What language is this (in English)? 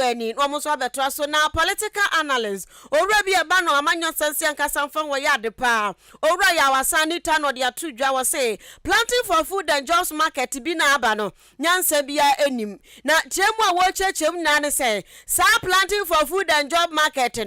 Akan